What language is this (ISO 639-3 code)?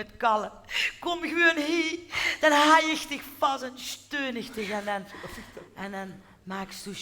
lim